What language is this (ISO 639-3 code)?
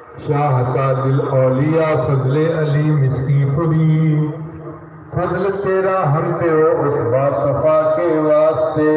skr